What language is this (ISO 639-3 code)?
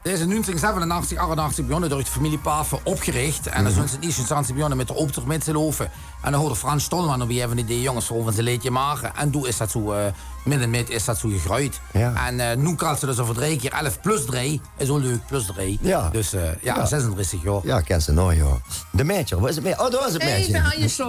lim